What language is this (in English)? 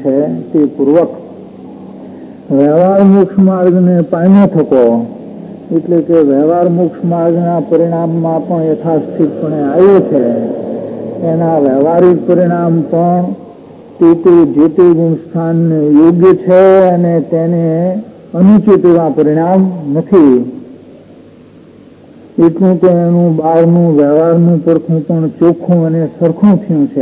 Gujarati